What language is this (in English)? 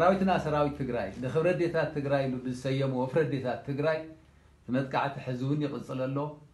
Tigrinya